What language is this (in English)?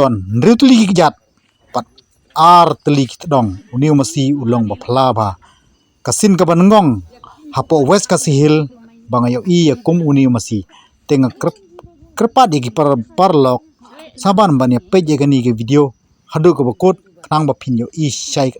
Khasi